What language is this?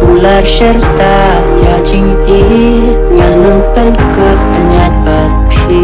Khasi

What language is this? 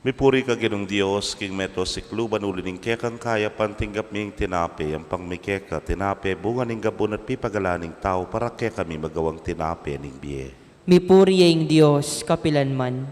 Pampanga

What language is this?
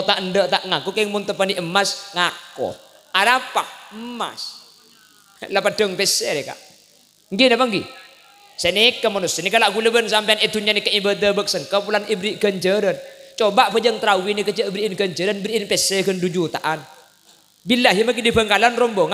Madurese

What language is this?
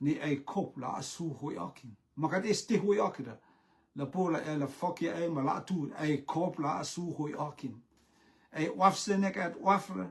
Rotuman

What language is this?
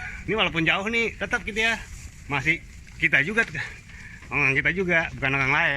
Betawi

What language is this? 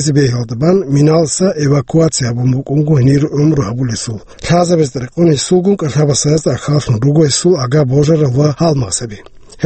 Avaric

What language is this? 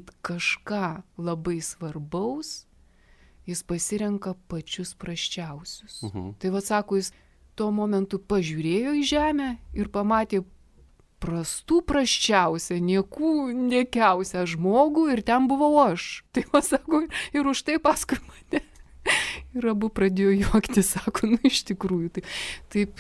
Lithuanian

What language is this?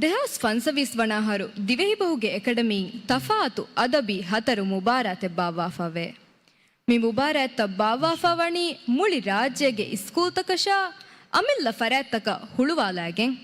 Divehi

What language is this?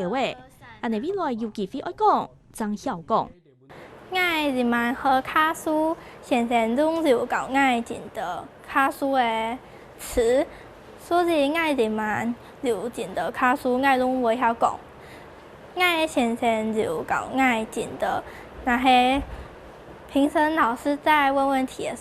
Hakka Chinese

